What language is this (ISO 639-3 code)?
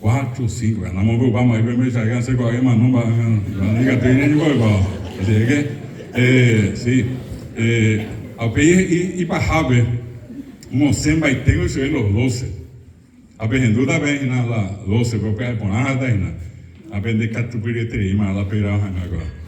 grn